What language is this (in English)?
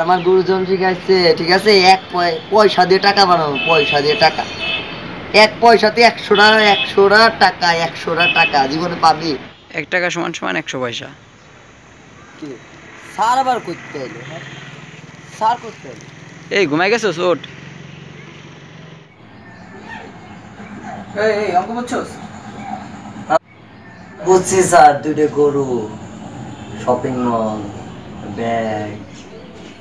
Bangla